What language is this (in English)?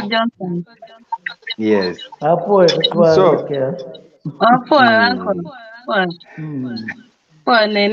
Acoli